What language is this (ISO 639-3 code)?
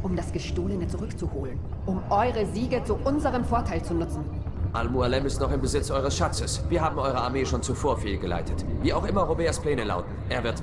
bar